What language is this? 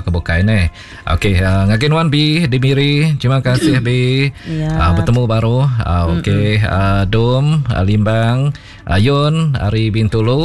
Iban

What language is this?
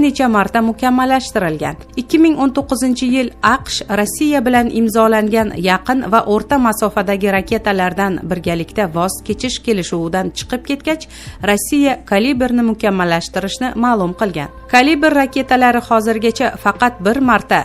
Uzbek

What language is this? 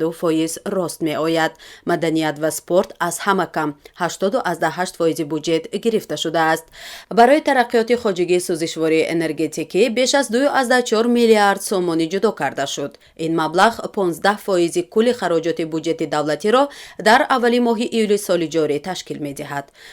Tajik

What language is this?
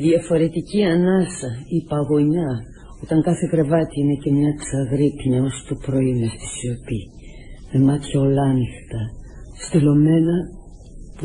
Greek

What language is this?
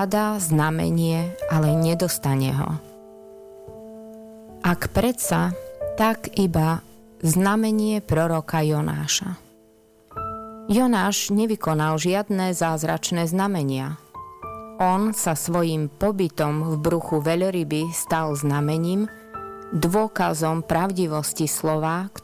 Slovak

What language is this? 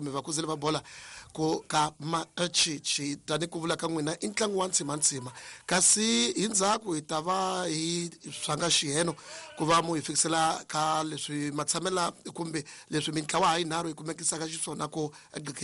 Tsonga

